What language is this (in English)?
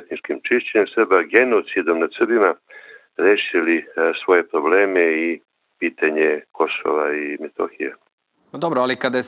Serbian